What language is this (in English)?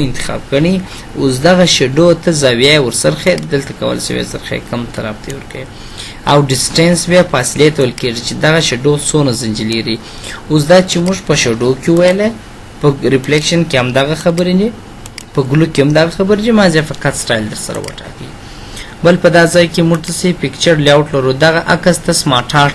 Pashto